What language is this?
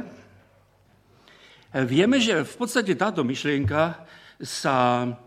Slovak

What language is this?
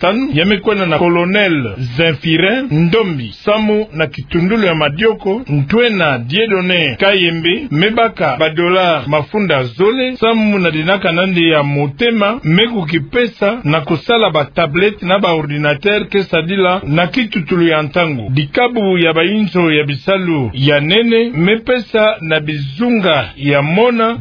Kituba (Democratic Republic of Congo)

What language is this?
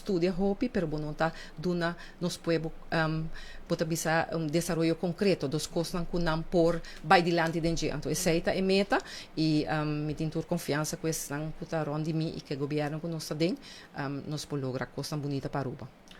Papiamento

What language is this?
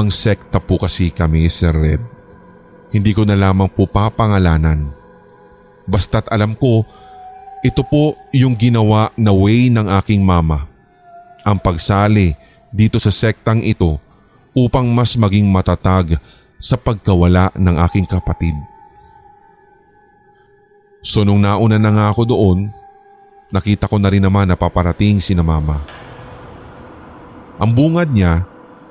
Filipino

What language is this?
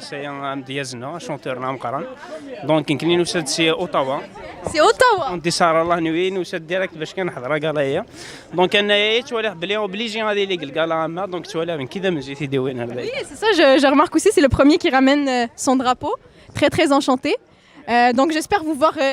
Kabyle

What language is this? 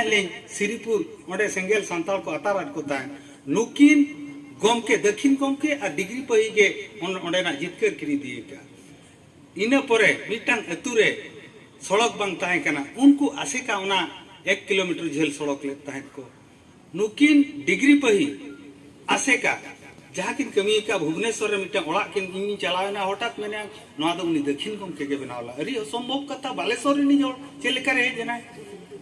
Santali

